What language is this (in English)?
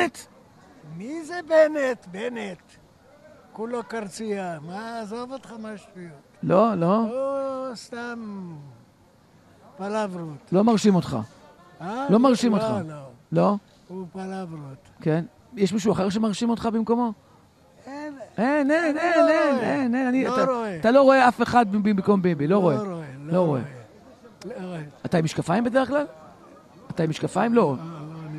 Hebrew